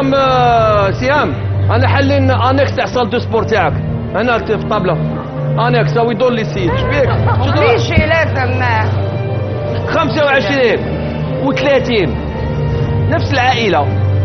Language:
Algerian Arabic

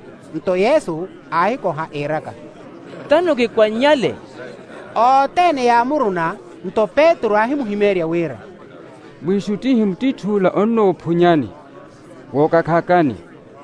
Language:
Makhuwa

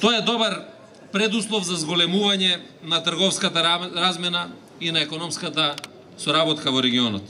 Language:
Macedonian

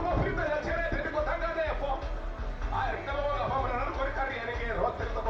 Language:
Venda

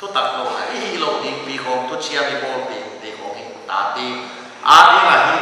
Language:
Paite Chin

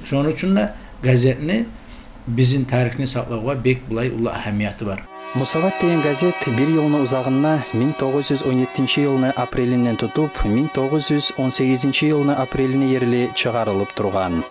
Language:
Kumyk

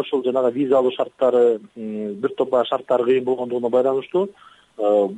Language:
Kyrgyz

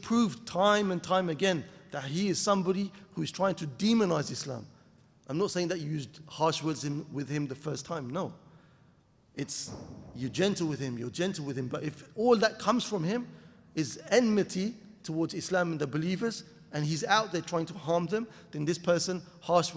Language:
English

